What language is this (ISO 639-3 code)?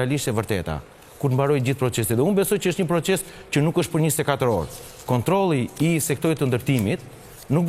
sqi